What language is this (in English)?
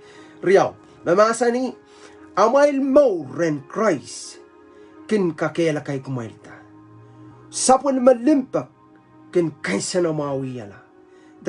Pohnpeian